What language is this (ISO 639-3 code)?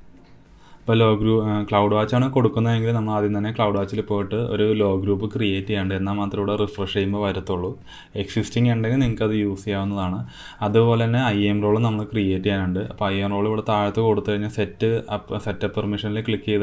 mal